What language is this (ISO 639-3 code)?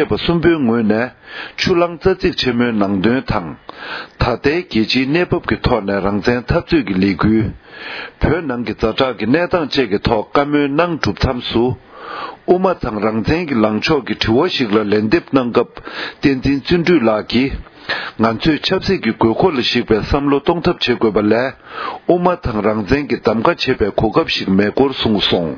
bod